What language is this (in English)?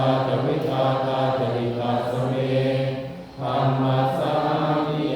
Pali